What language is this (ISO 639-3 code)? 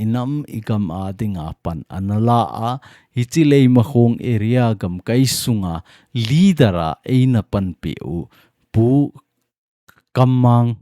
tcz